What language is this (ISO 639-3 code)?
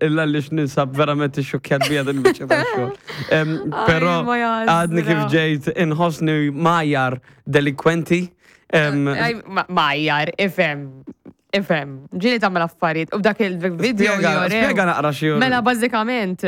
mlt